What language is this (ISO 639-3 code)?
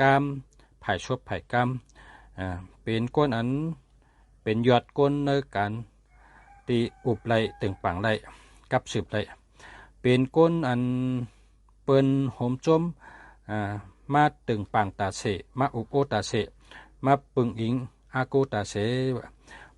shn